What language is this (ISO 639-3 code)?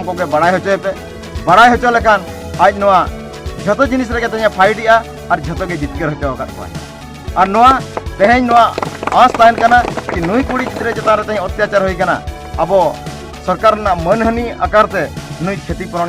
sat